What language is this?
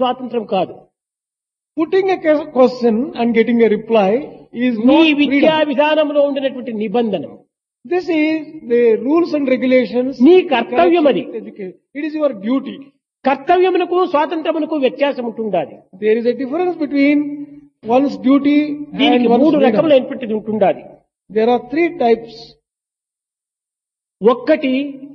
Telugu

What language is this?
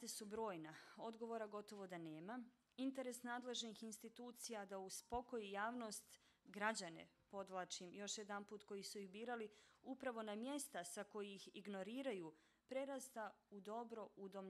Bosnian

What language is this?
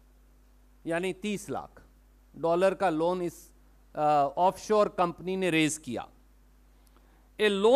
Hindi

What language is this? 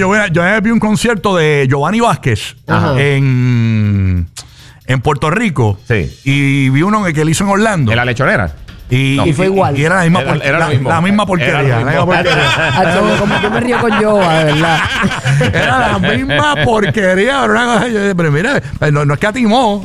Spanish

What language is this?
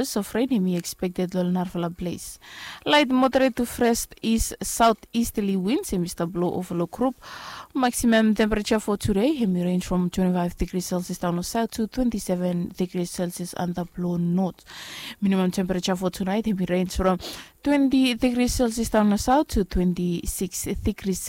Bislama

